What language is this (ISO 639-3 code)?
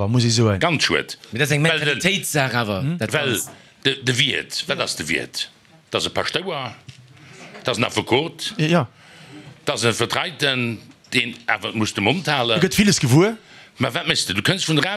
ltz